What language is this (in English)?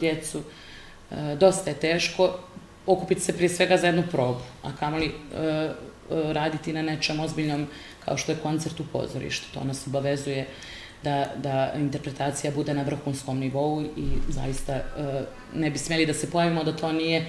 Bosnian